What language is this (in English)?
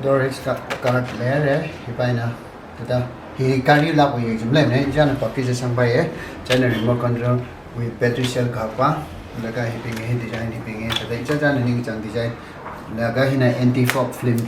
Tangkhul Naga (India)